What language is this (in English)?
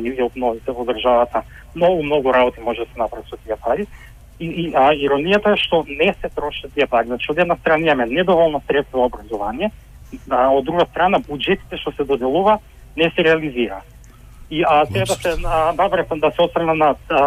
Macedonian